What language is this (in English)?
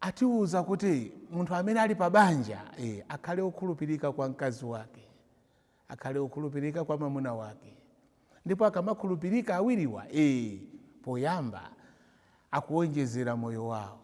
Nyanja